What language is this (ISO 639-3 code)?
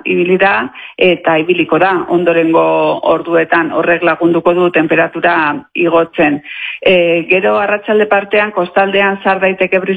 eus